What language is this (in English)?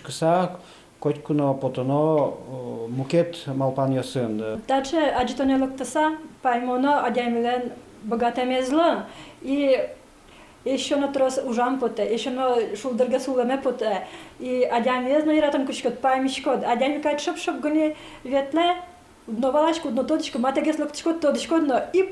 Udmurt